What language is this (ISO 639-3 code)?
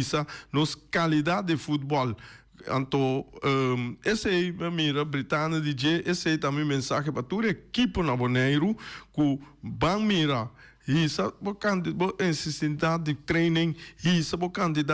pap